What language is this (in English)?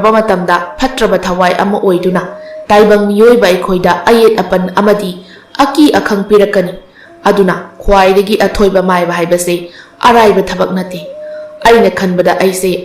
Manipuri